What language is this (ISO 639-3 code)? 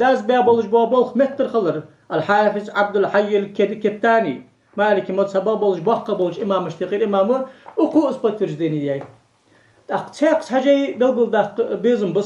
inh